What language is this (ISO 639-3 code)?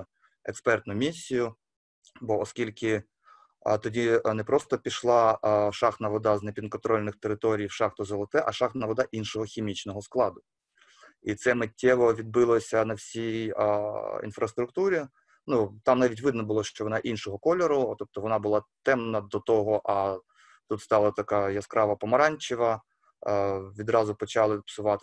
ukr